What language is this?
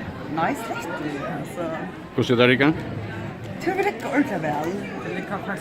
Faroese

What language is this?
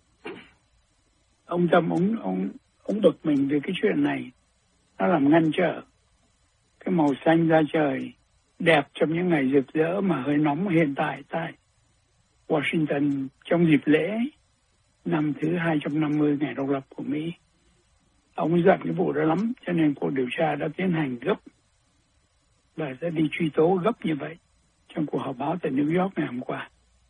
Vietnamese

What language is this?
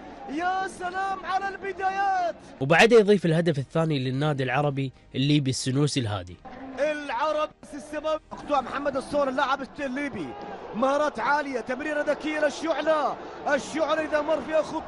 Gulf Arabic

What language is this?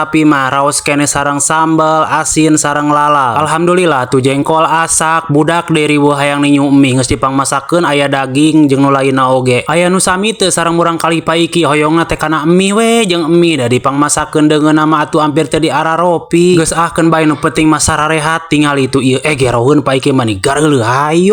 Sundanese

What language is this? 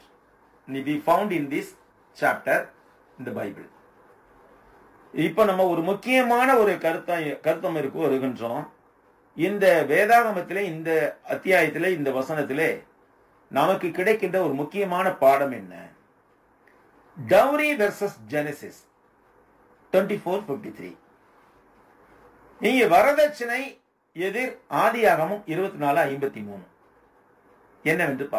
Tamil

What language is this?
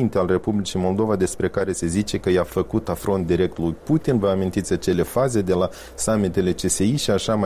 Romanian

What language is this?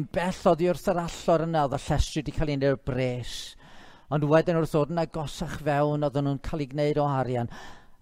Welsh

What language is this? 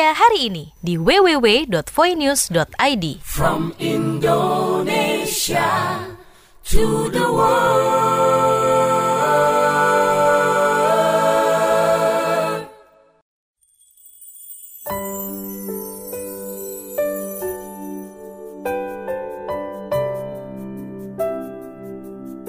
Indonesian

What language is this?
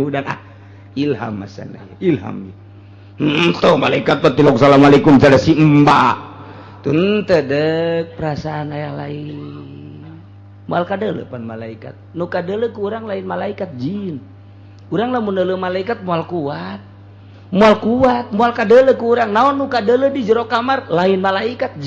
Sundanese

